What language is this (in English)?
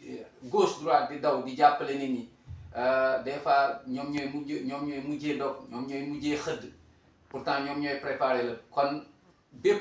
Wolof